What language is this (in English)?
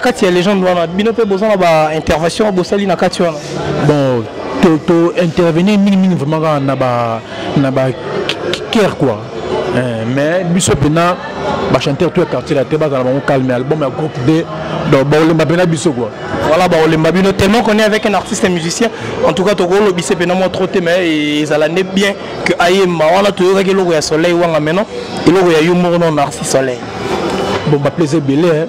Lingala